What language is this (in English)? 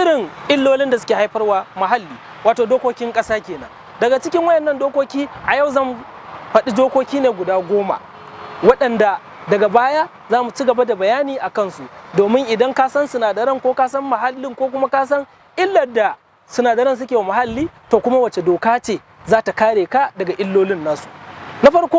Hausa